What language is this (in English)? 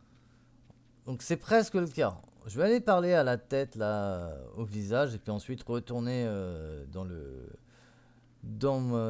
French